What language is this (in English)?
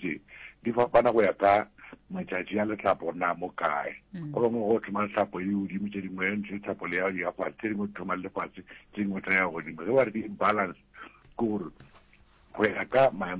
Northern Sotho